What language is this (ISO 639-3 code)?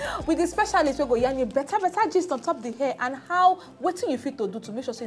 pcm